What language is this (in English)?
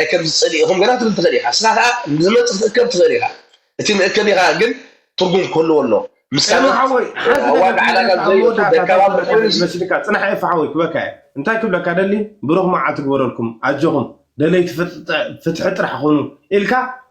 Tigrinya